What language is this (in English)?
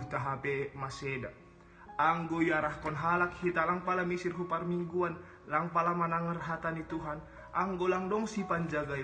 Batak Simalungun